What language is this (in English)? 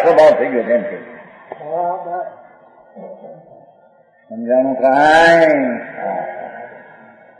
Gujarati